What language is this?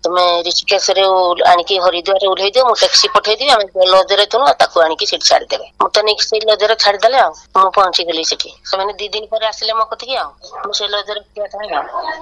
Odia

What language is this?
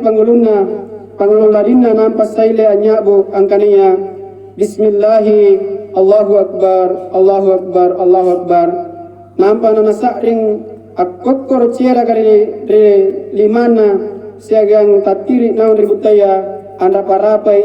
Makasar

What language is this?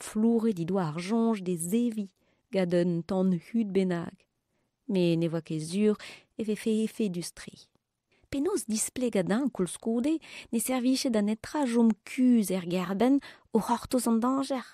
Breton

